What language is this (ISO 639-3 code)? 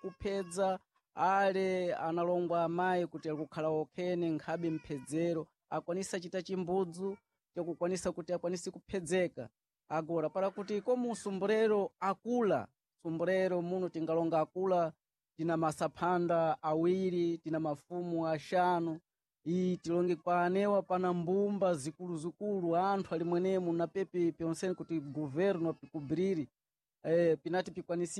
seh